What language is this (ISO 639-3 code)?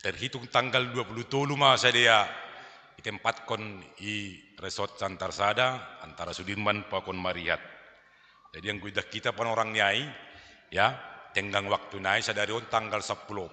bts